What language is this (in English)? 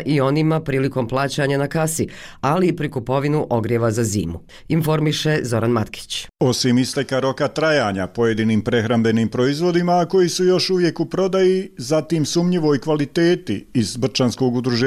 Bosnian